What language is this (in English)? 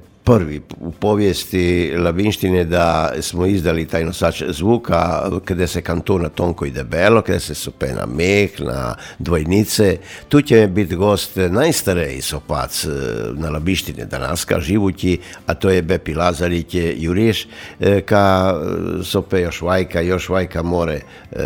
Croatian